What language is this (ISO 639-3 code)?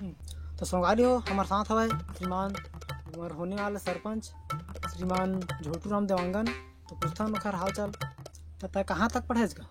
hne